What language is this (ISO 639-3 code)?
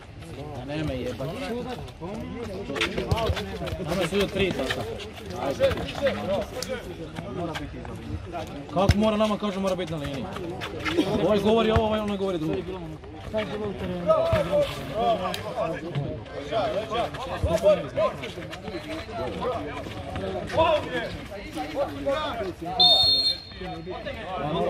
hrv